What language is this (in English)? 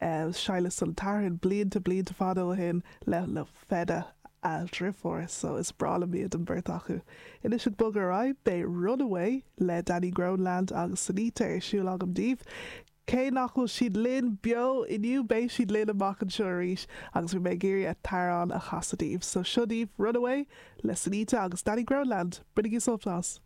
Irish